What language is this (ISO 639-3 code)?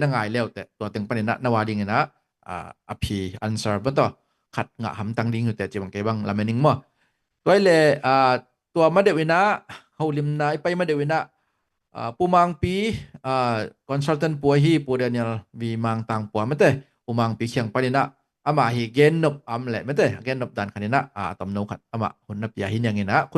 ctd